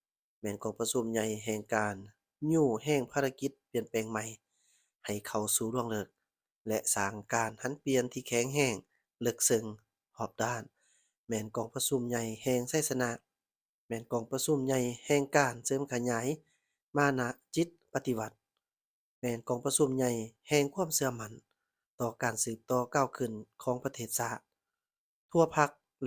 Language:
Lao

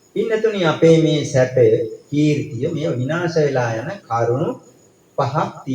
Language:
Sinhala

